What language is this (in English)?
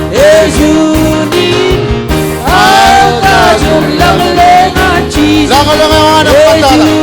Marshallese